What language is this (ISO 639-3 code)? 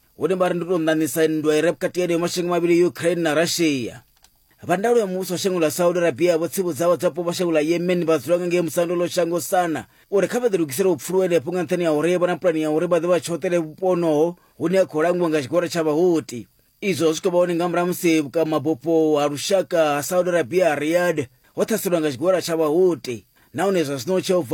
ven